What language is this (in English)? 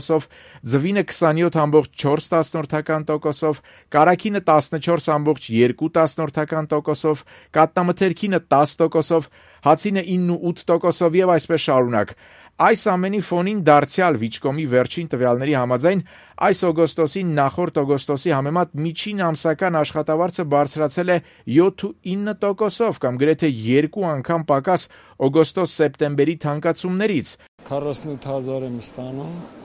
Armenian